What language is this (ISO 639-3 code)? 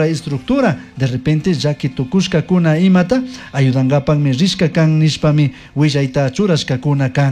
qug